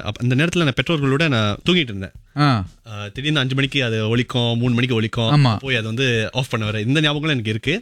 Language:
Tamil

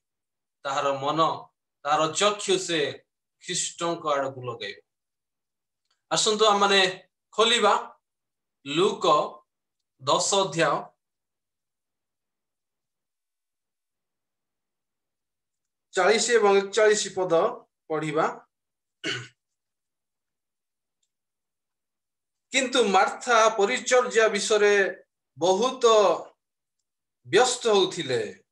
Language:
Odia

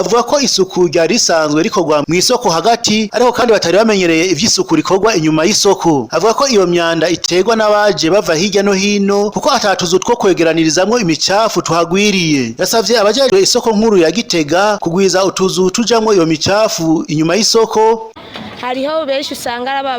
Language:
Rundi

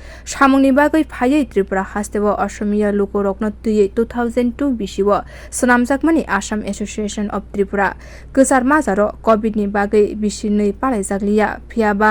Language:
Kok Borok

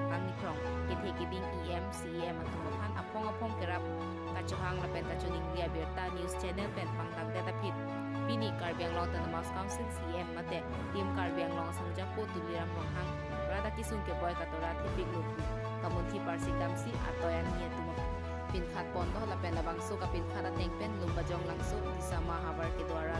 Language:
Karbi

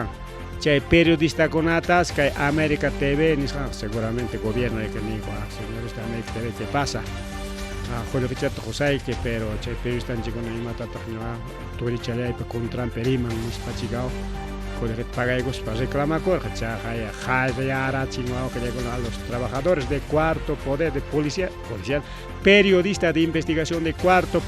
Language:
Ayacucho Quechua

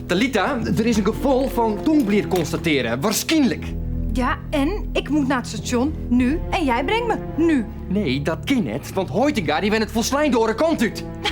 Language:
Western Frisian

